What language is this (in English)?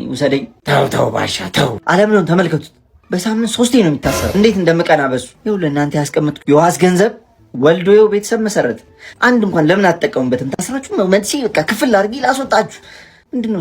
Amharic